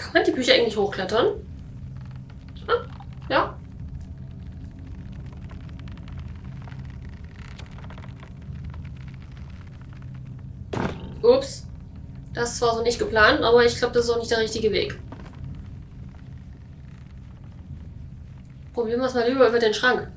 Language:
German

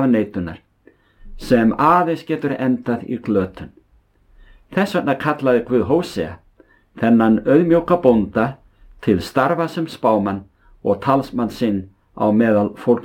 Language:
Icelandic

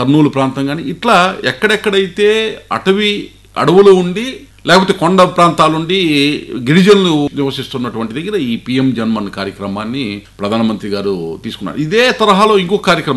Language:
Telugu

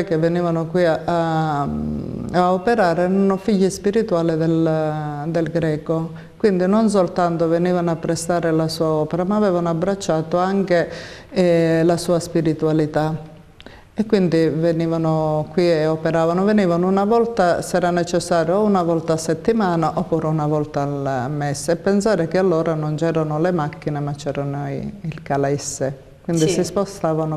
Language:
Italian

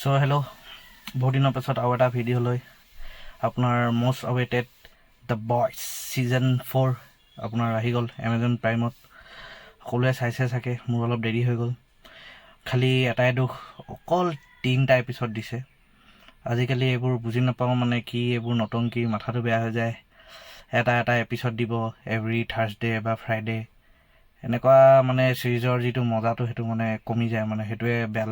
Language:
Assamese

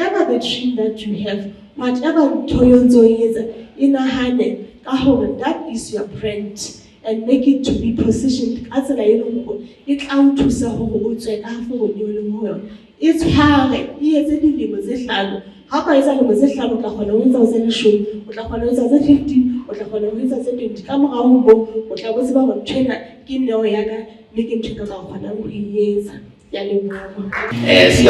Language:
Southern Sotho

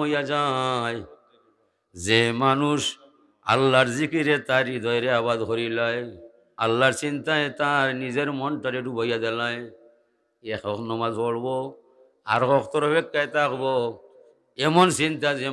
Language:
Sylheti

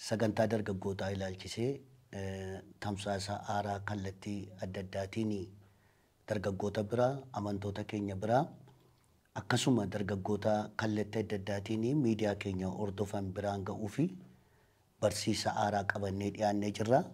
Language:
Oromo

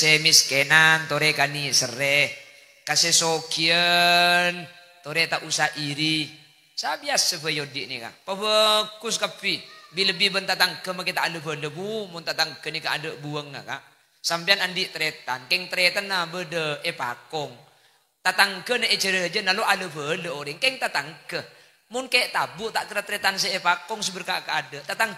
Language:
Madurese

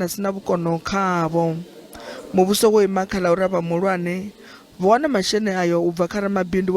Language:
Venda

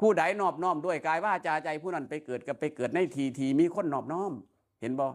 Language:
Northeastern Thai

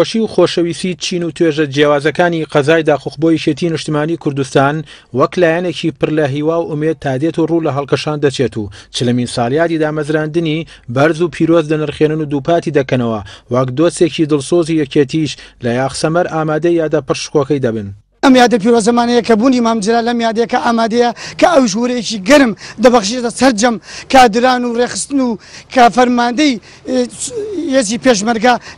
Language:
Central Kurdish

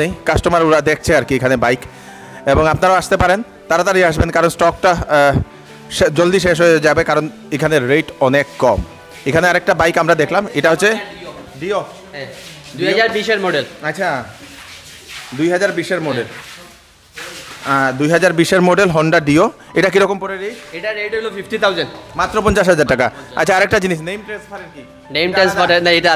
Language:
Bangla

